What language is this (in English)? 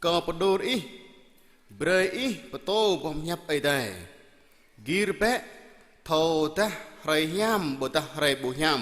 Jarai